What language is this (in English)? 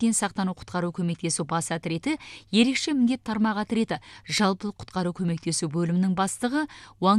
Kazakh